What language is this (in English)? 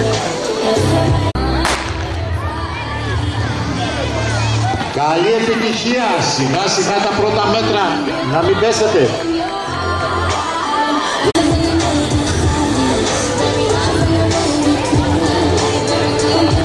Greek